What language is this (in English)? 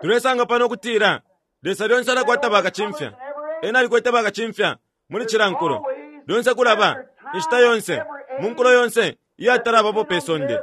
Bemba